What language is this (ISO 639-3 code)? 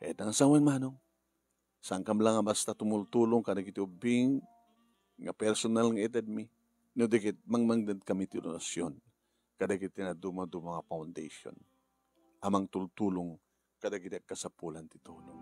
ilo